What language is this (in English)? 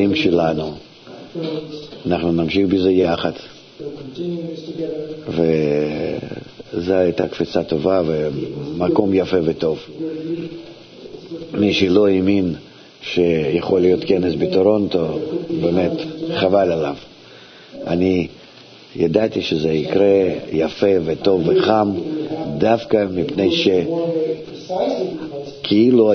Hebrew